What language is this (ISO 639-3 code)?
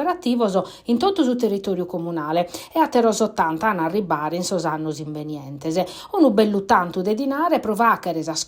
srd